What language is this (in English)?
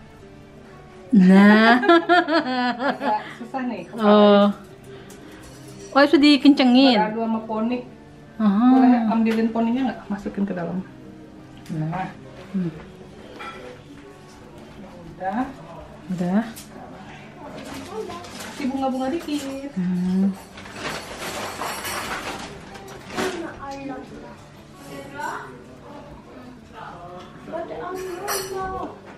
Indonesian